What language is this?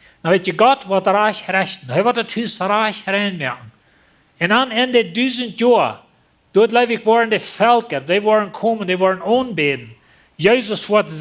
Plautdietsch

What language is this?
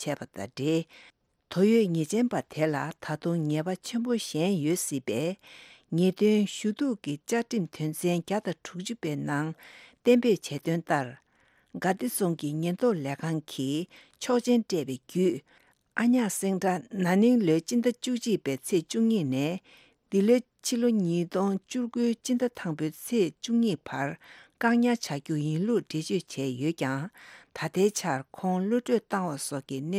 Tibetan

